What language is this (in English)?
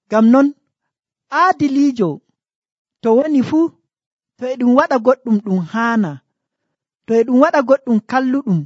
Nigerian Fulfulde